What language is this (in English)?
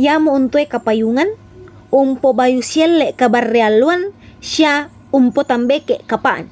Toraja-Sa'dan